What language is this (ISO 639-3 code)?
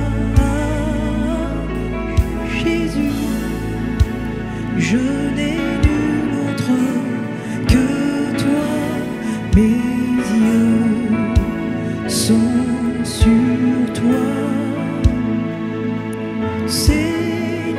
fra